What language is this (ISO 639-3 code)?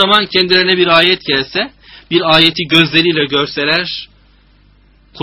tur